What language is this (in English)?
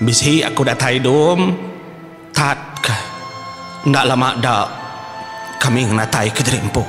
Iban